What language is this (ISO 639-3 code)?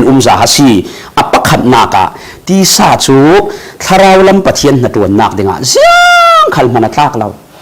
cfm